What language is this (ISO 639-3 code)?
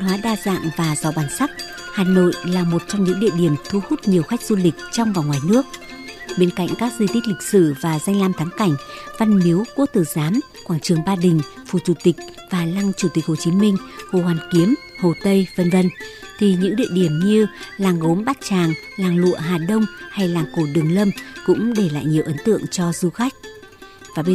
vie